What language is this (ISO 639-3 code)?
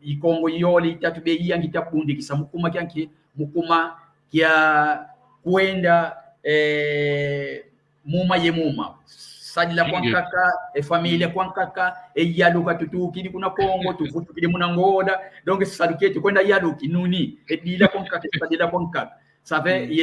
kwy